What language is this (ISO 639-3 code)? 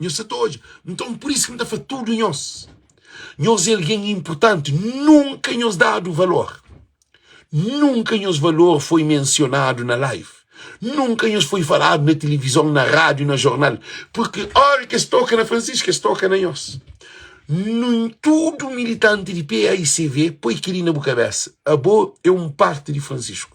kea